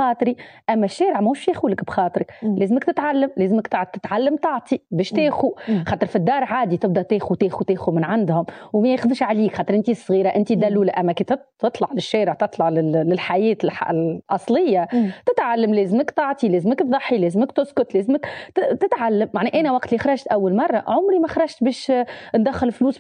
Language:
Tunisian Arabic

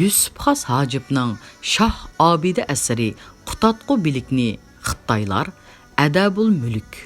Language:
Uyghur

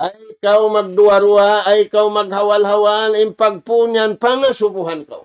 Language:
Tausug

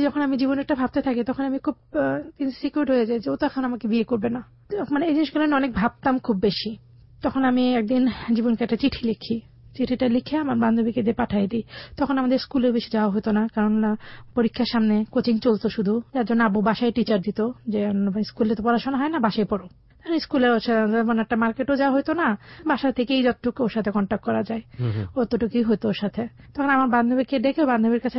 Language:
Bangla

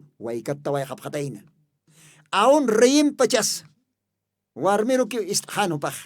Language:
Aymara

